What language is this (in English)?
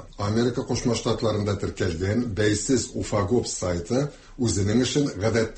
Tatar